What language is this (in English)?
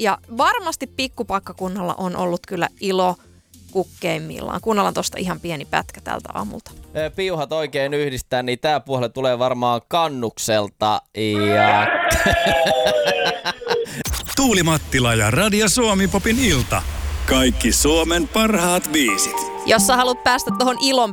Finnish